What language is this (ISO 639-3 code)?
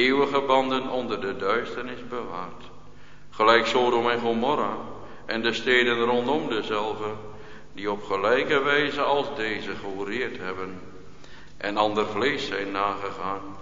nld